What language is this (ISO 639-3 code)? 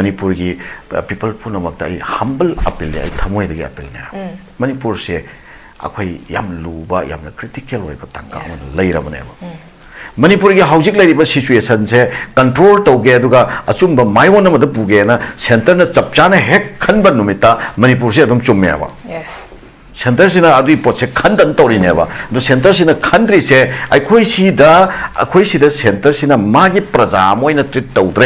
mni